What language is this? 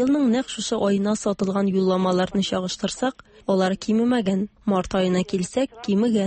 Tatar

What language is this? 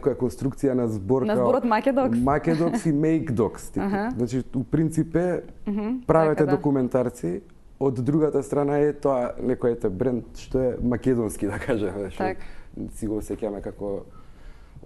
Macedonian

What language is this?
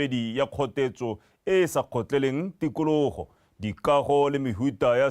Tswana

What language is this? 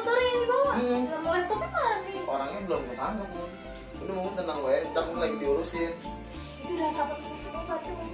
Betawi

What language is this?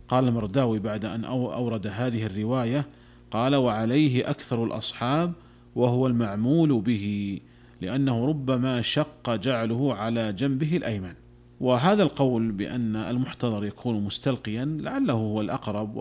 Arabic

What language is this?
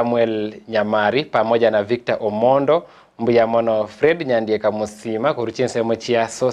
Gusii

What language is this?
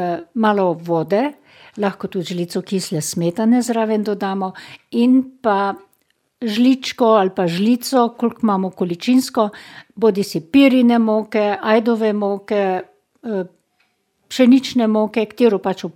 Slovenian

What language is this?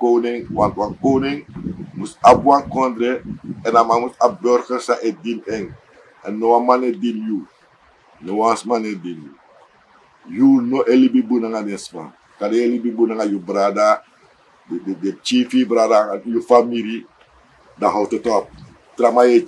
Sranan Tongo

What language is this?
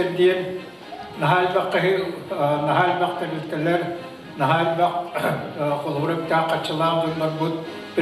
Yakut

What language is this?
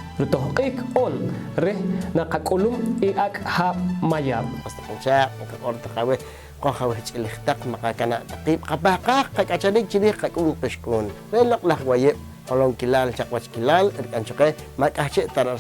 Poqomchi'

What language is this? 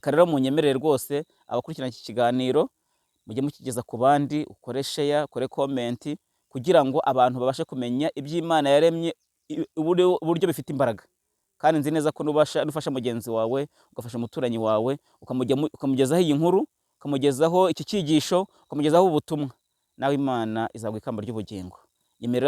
Kinyarwanda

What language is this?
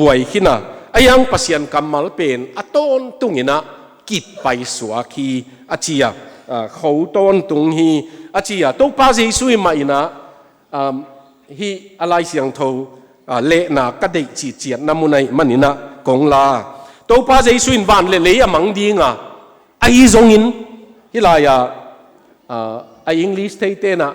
Tedim Chin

